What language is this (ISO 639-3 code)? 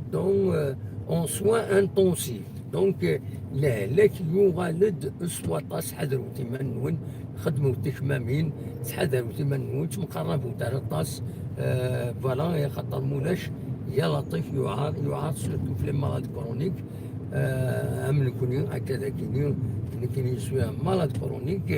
kab